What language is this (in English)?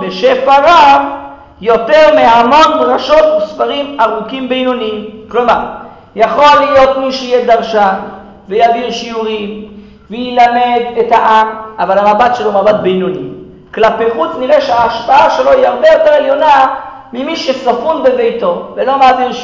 Hebrew